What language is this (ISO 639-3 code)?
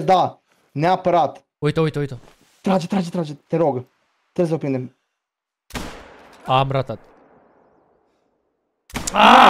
ron